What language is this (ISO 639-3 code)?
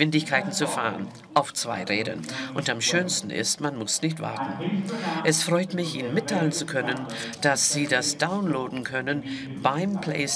deu